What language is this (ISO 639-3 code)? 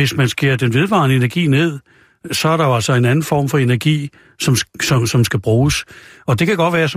dan